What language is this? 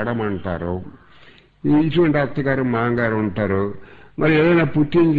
Telugu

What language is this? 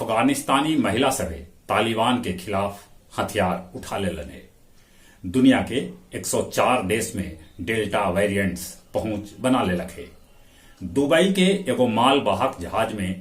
Magahi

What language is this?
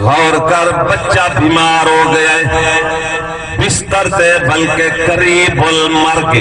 Saraiki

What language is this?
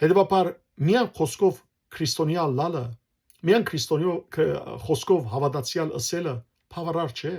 Western Armenian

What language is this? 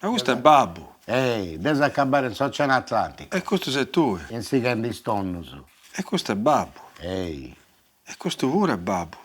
Sardinian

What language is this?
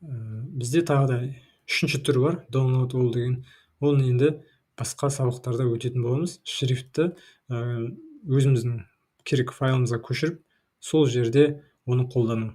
Kazakh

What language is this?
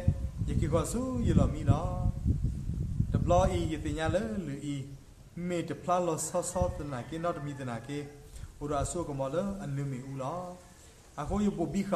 S'gaw Karen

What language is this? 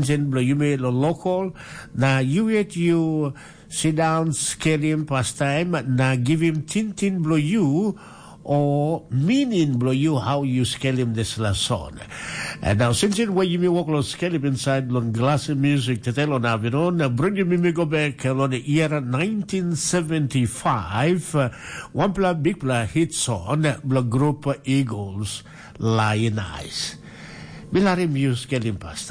Tok Pisin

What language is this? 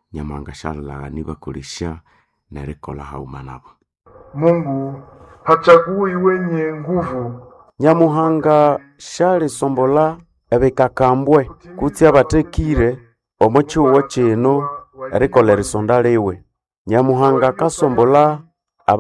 Nande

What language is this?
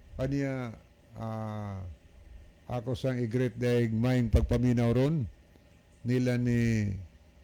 Cebuano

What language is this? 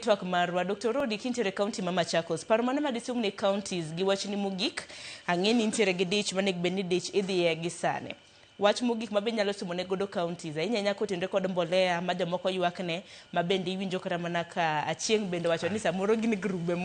Luo (Kenya and Tanzania)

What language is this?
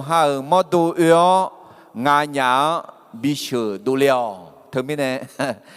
Akha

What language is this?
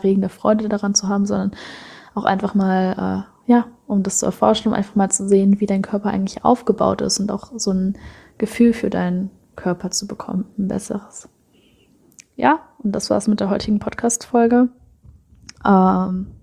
German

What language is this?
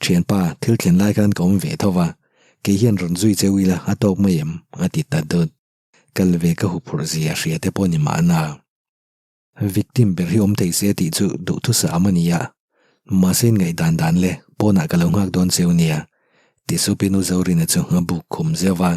Mizo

